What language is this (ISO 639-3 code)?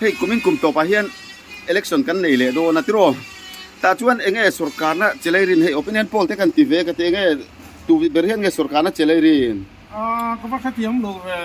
lus